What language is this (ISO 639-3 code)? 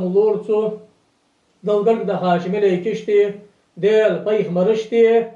inh